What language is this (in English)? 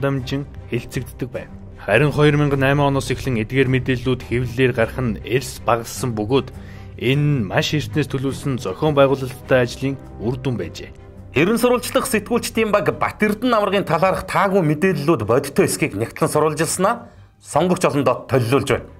Mongolian